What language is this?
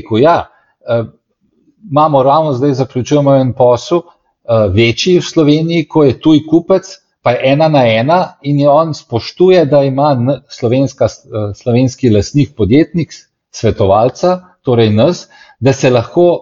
Slovenian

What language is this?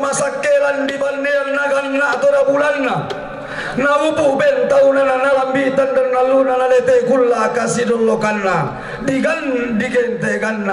Toraja-Sa'dan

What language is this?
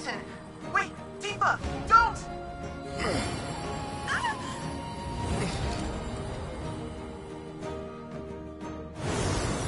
English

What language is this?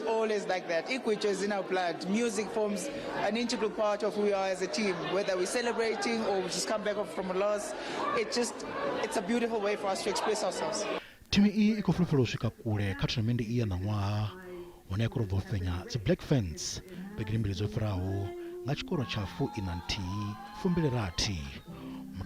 Venda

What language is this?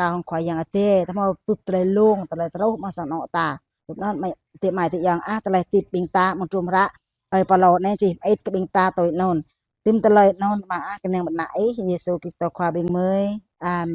Jarai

